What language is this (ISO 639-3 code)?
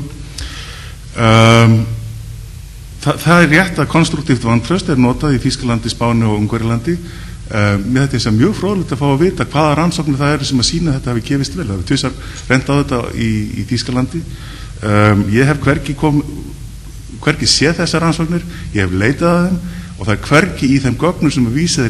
isl